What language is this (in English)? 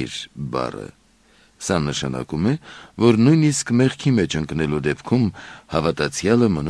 Armenian